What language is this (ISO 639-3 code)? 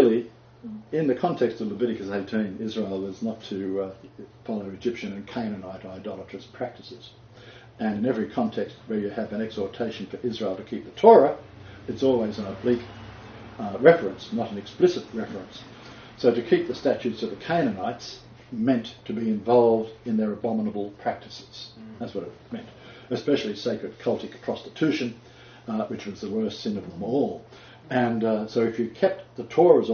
eng